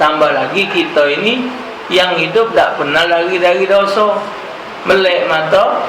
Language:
Musi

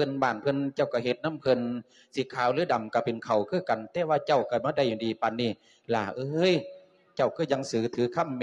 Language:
Lao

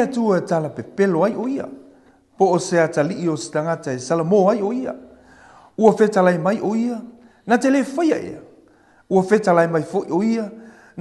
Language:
Samoan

